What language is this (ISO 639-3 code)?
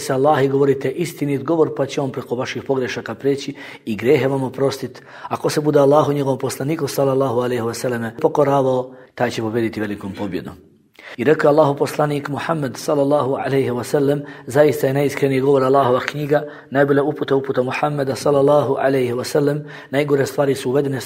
bos